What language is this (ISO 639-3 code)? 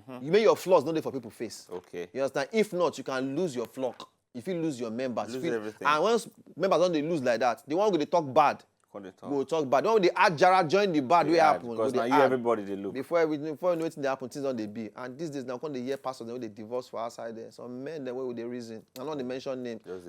pcm